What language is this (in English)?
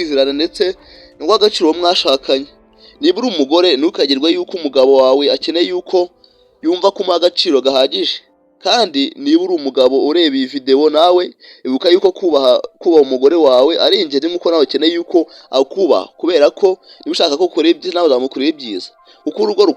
Kinyarwanda